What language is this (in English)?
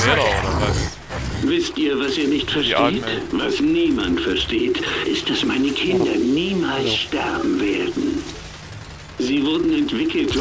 German